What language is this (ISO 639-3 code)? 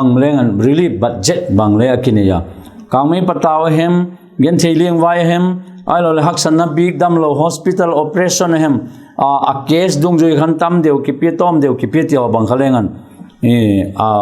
vap